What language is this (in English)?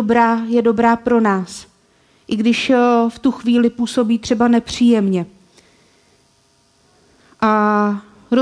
Czech